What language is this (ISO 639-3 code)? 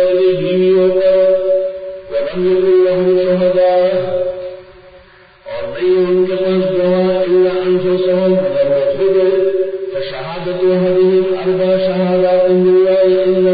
urd